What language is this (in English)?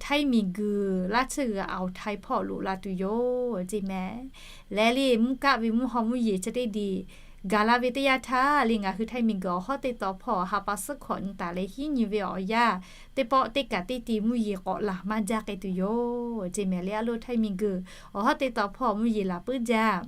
Lahu